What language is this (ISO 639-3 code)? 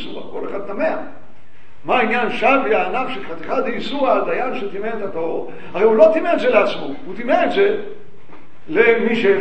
heb